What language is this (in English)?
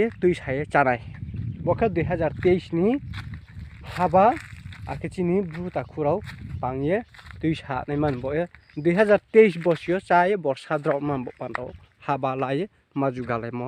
Riang (India)